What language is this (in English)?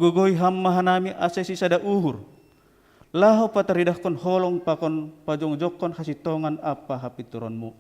Batak Simalungun